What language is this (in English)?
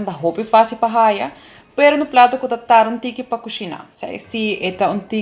Papiamento